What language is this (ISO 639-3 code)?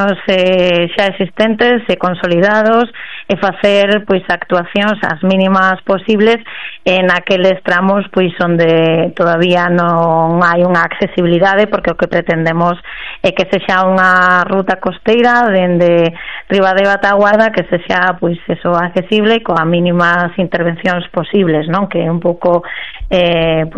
glg